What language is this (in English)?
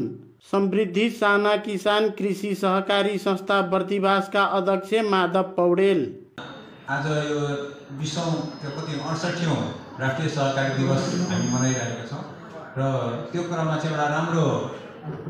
Nepali